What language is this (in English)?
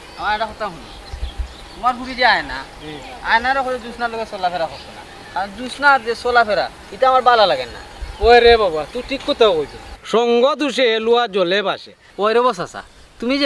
Sylheti